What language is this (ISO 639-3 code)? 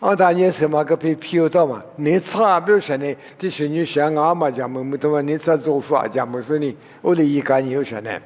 lis